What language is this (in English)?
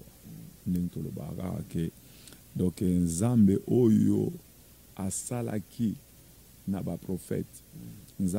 Lingala